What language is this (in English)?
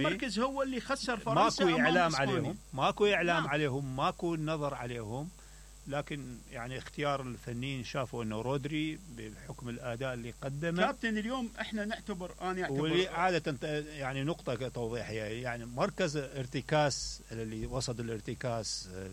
Mesopotamian Arabic